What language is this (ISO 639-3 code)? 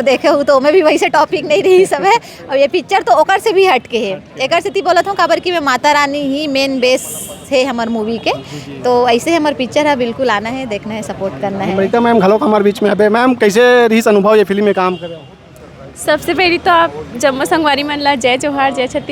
hne